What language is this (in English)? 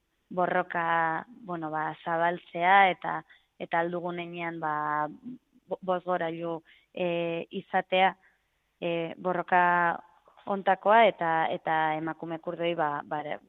Basque